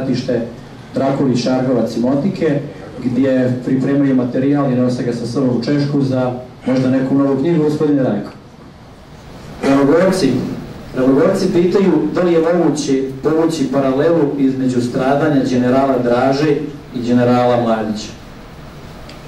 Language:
Serbian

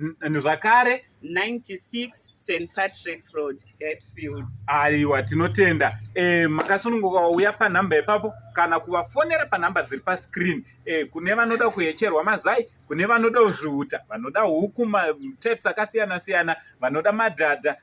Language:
Shona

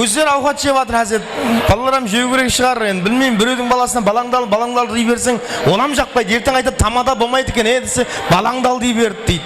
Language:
Kara-Kalpak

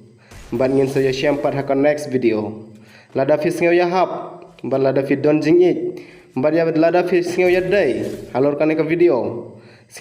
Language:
Khasi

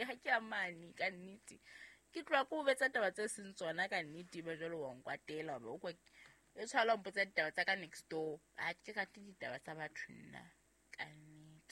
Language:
Southern Sotho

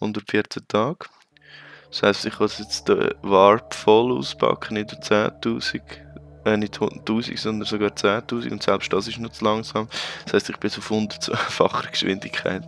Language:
Swiss German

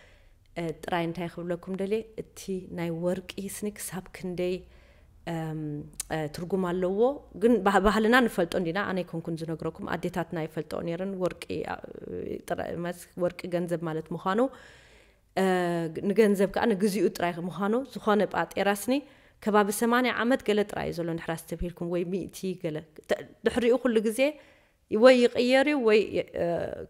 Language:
Tigrinya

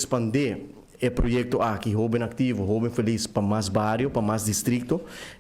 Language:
Papiamento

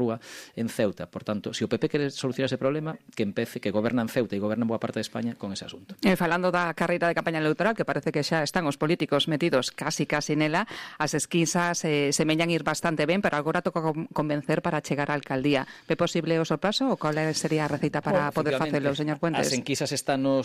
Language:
Galician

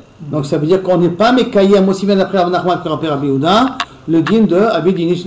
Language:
French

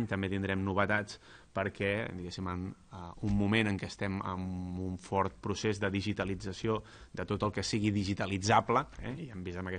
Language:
Catalan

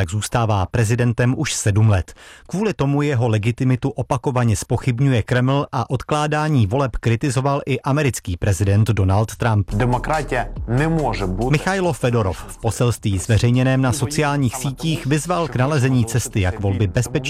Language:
Czech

